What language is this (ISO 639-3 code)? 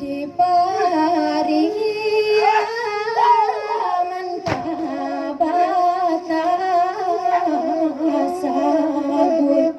min